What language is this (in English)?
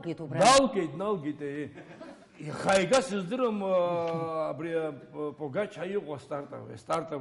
Abkhazian